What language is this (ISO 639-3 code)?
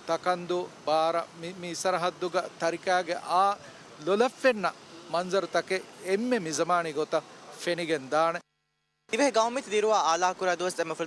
div